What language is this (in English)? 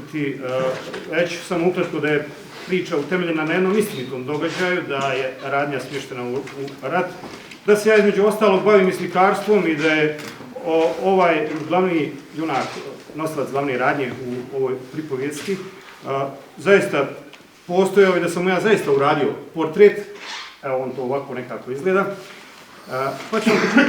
Bosnian